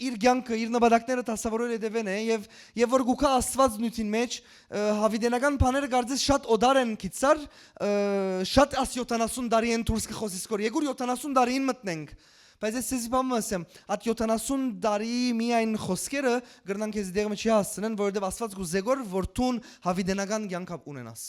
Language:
Western Armenian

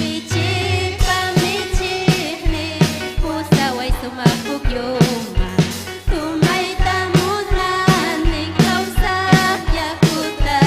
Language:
Ayacucho Quechua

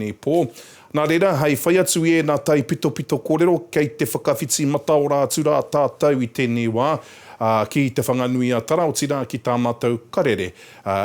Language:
Māori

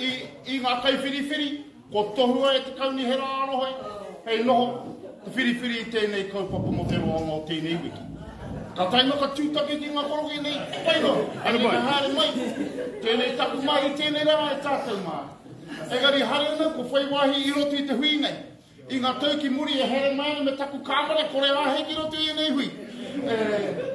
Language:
Māori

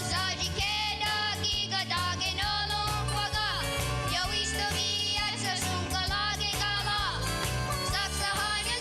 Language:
Mohawk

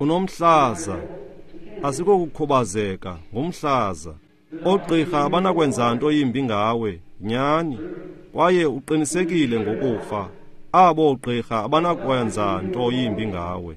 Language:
Xhosa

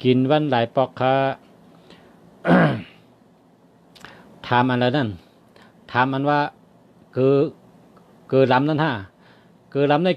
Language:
Shan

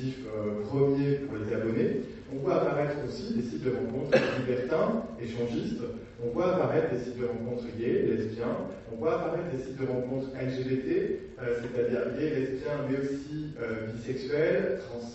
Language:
French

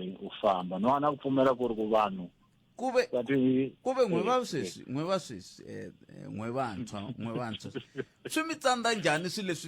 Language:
Tsonga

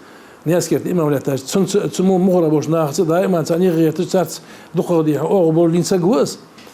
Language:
Ingush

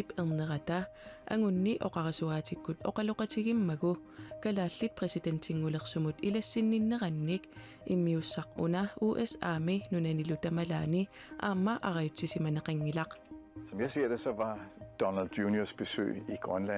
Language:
Kalaallisut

